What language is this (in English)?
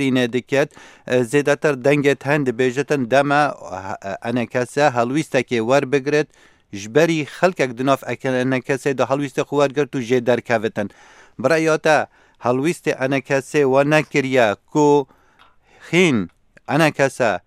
Kurdish